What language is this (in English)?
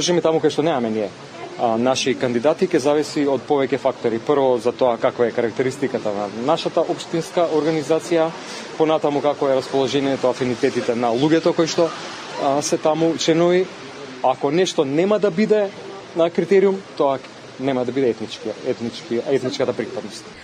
Macedonian